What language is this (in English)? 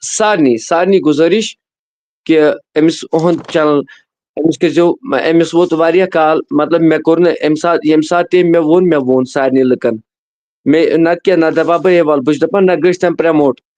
Kashmiri